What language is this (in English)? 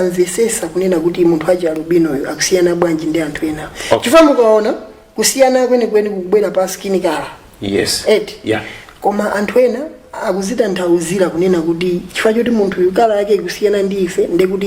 Nyanja